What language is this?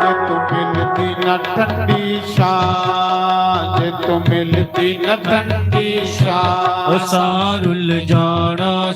Dogri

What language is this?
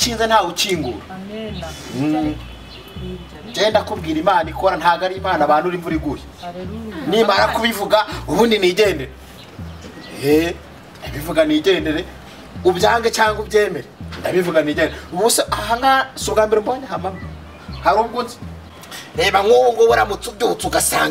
Kinyarwanda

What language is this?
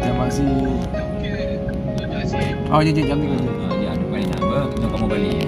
Achinese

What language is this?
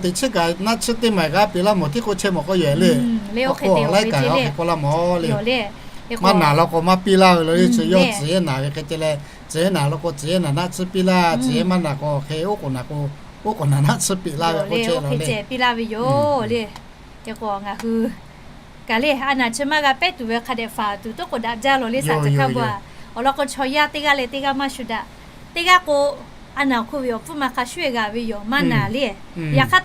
Lahu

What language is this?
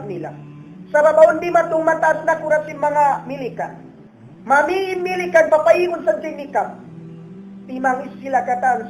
Tausug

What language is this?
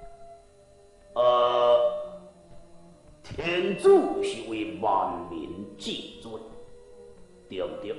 Min Nan Chinese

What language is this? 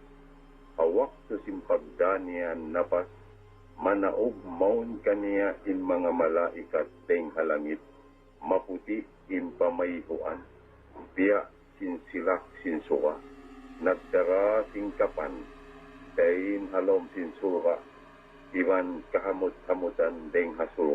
Tausug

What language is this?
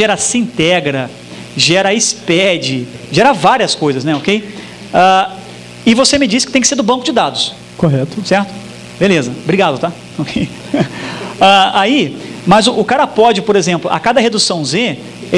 Portuguese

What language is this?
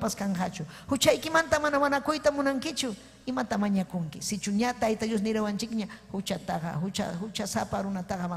Ayacucho Quechua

